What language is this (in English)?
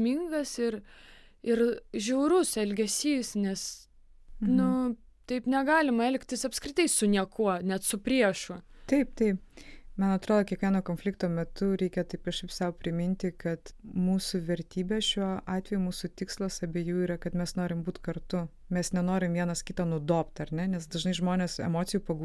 Lithuanian